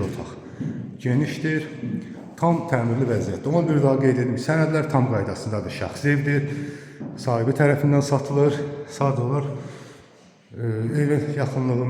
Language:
Azerbaijani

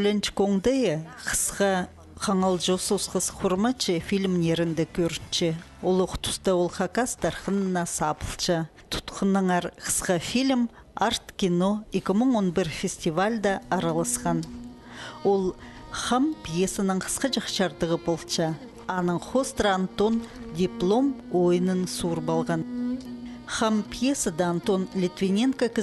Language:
Khakas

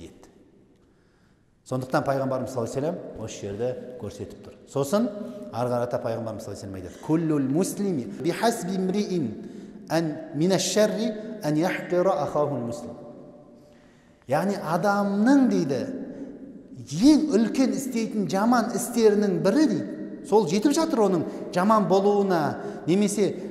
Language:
Kazakh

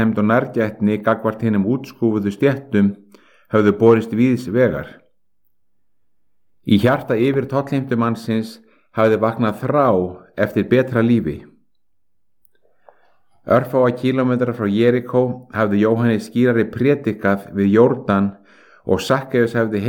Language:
Icelandic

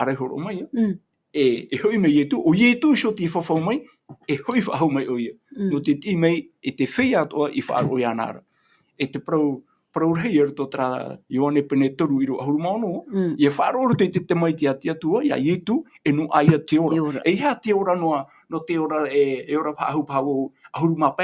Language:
Tahitian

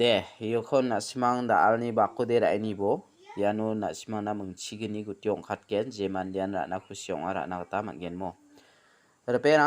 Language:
Garo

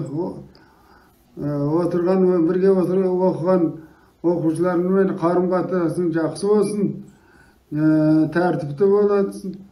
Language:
Kazakh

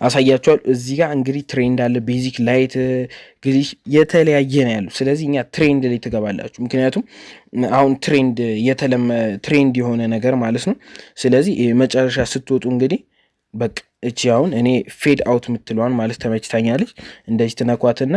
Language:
Amharic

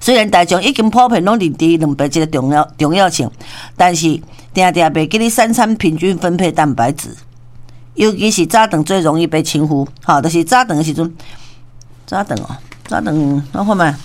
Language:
Min Nan Chinese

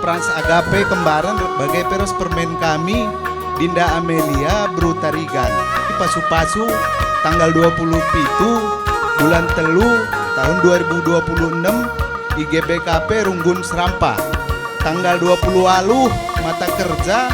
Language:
Batak Karo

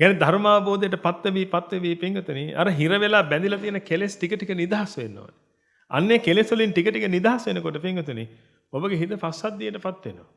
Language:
Sinhala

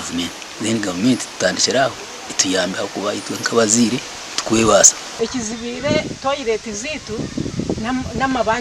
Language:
Nyankole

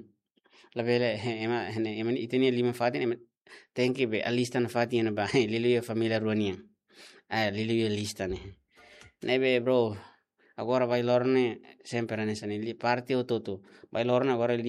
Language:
Tetum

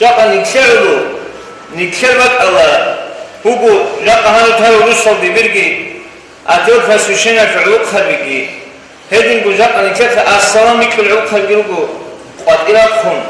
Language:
Avaric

